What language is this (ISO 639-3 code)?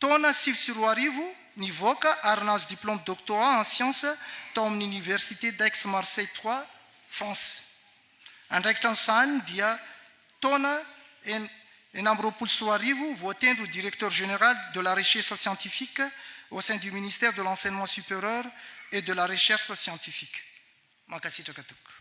mlg